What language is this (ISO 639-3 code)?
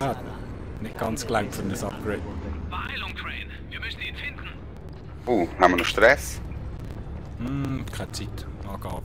gsw